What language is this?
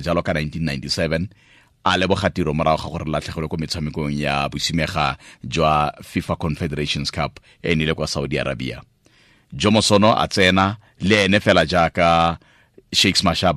Tswana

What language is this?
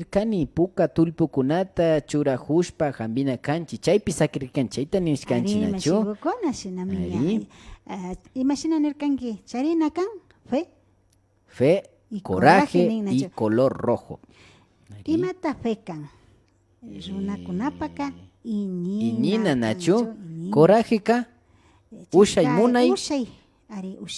Imbabura Highland Quichua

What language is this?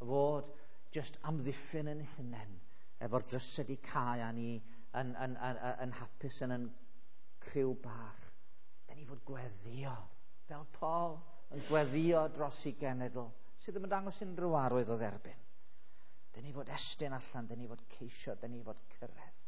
Welsh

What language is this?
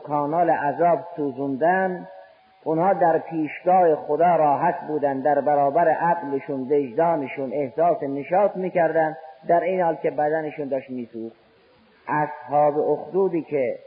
Persian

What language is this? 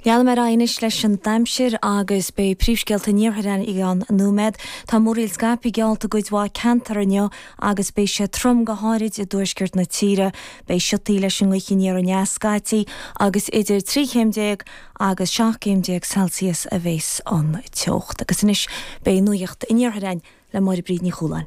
Irish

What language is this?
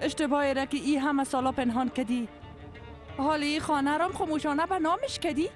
Persian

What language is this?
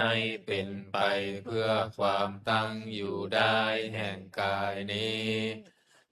Pali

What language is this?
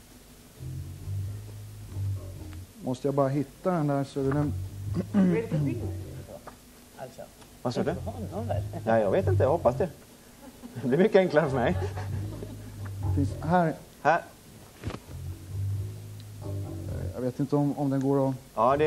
Swedish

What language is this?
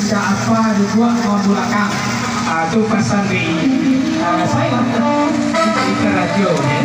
Minangkabau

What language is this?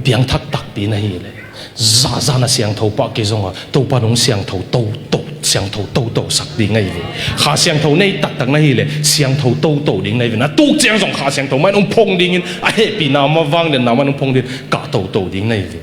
Tedim Chin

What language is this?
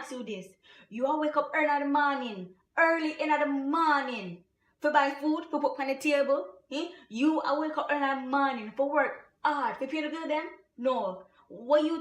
Jamaican Creole English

